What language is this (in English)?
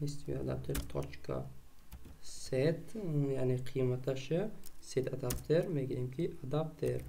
Tajik